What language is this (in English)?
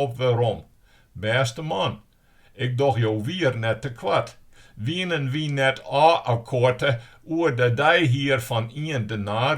Western Frisian